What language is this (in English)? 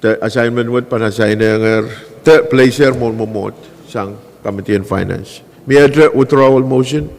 Pohnpeian